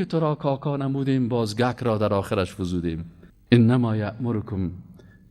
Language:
Persian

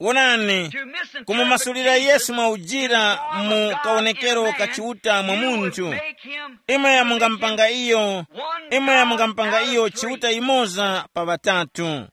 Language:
Tumbuka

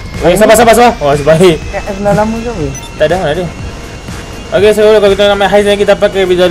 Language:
Malay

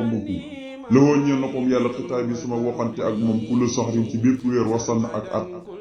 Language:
Wolof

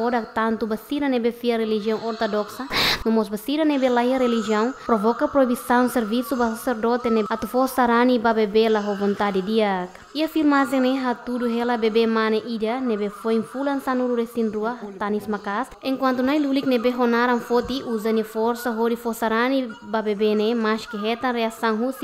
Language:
Tetum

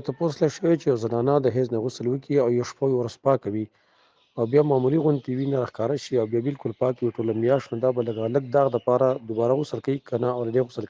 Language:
Pashto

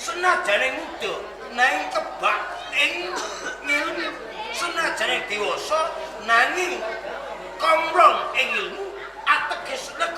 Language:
Javanese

